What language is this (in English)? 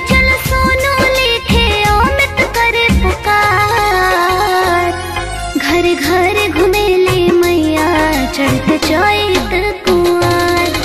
Bhojpuri